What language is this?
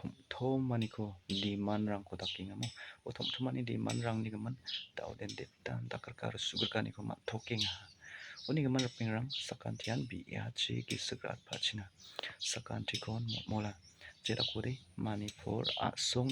Garo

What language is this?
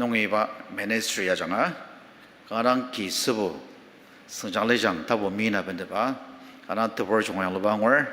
Ao Naga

